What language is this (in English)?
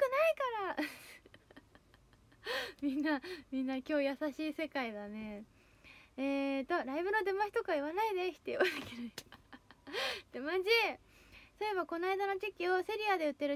Japanese